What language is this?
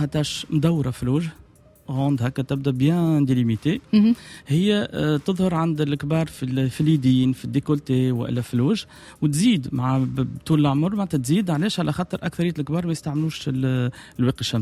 Tunisian Arabic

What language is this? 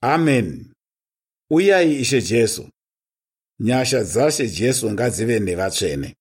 Shona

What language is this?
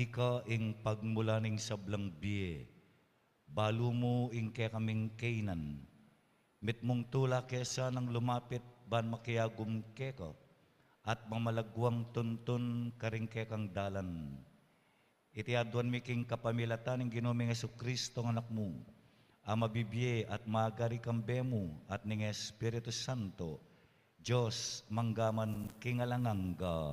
Pampanga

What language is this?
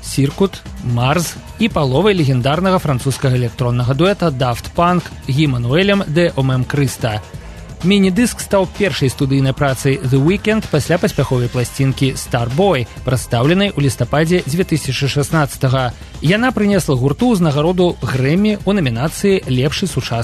Belarusian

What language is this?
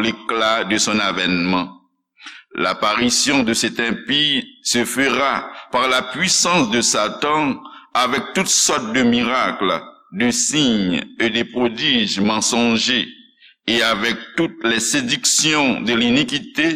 Haitian Creole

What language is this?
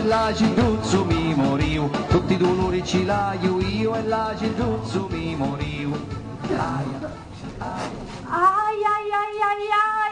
Sicilian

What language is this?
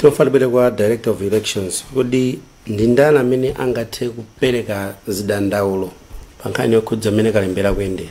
Nyanja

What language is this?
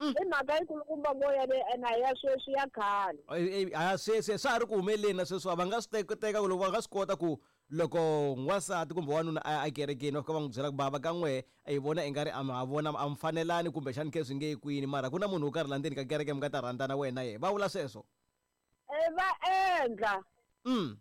Tsonga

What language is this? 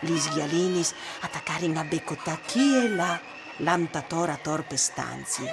Friulian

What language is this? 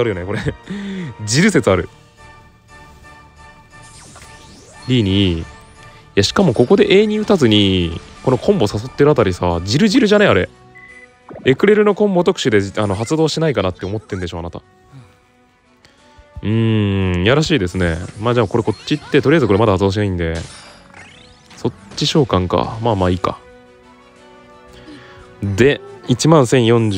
Japanese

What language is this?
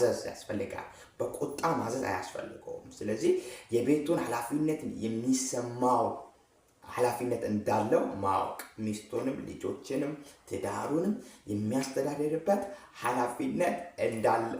Amharic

